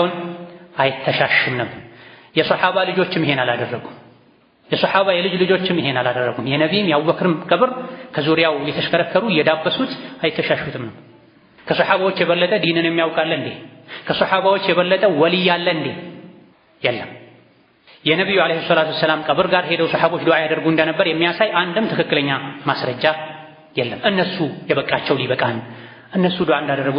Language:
Amharic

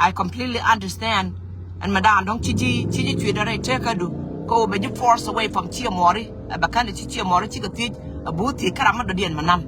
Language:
Nuer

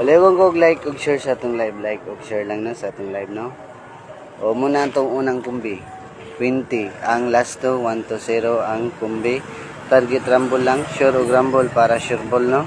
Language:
Cebuano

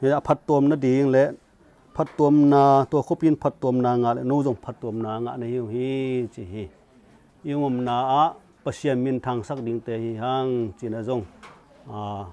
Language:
Tedim Chin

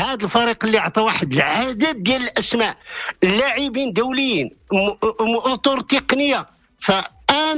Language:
Moroccan Arabic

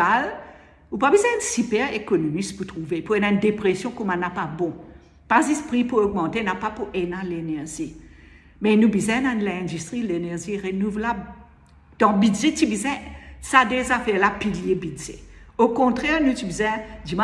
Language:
Morisyen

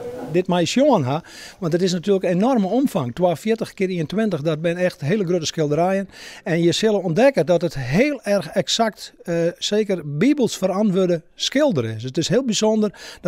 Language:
Western Frisian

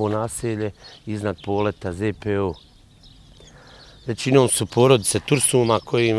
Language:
Bosnian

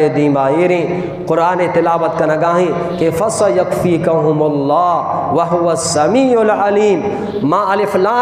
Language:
Eastern Balochi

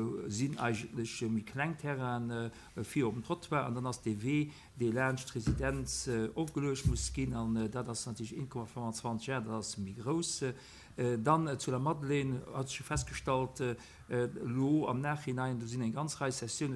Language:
Luxembourgish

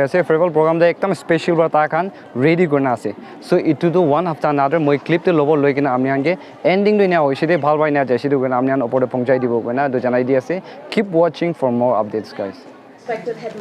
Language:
Naga Pidgin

